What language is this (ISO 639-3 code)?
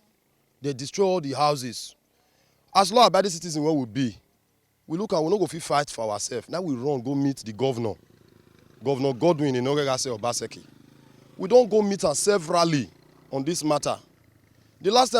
pcm